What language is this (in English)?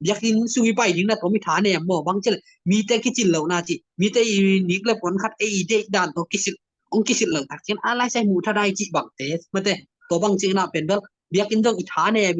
Tedim Chin